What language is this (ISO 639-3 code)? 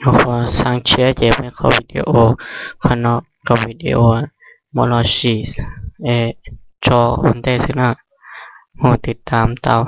hmn